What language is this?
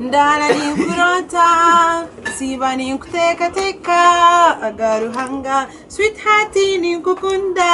Nyankole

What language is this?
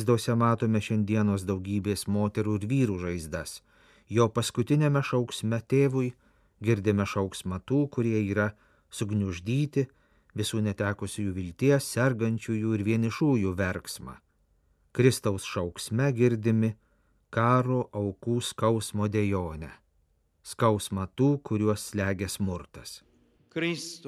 Lithuanian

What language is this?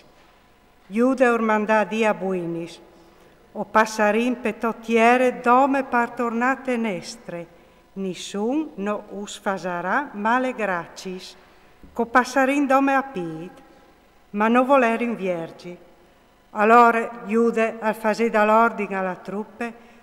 Friulian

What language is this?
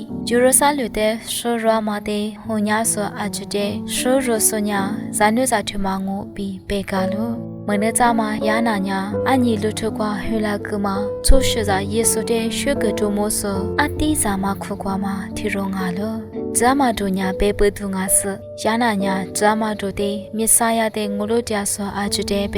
Lisu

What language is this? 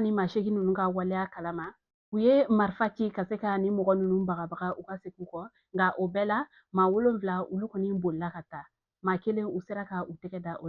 Bambara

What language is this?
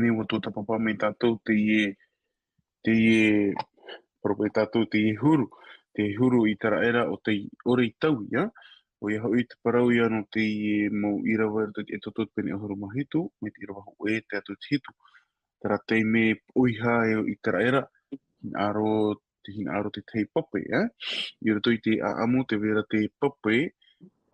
Tahitian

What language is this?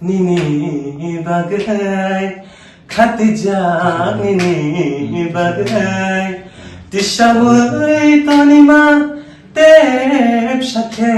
Kok Borok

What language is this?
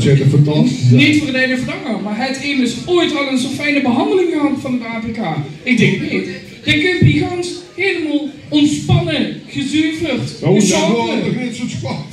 Limburgish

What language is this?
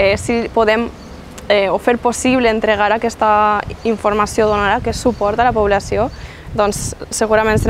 Catalan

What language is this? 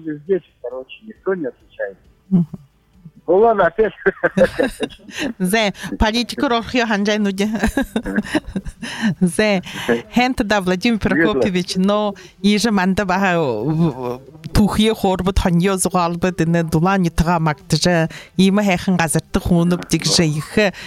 Buriat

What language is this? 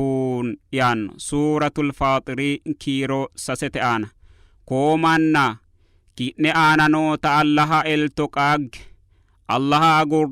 Sidamo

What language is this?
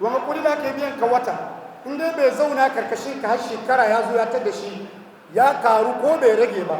Hausa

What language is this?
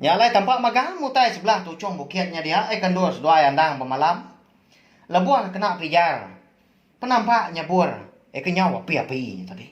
Iban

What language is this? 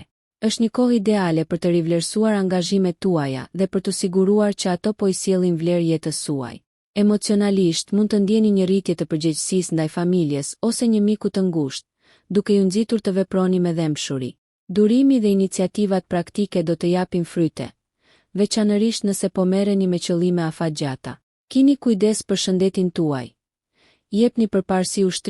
Albanian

